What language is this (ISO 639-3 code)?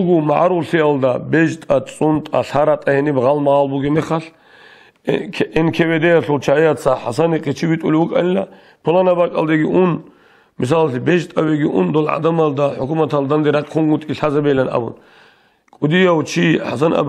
ava